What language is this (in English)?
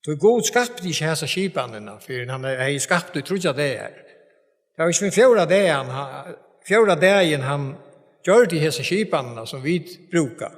Faroese